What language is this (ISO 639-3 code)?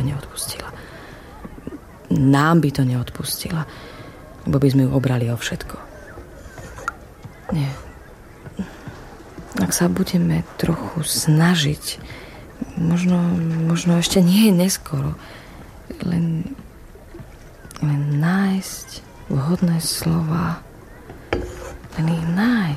slk